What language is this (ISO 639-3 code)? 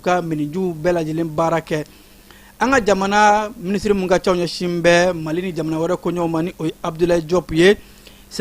bam